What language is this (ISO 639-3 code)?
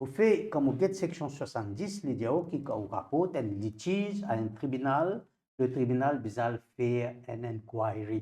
mfe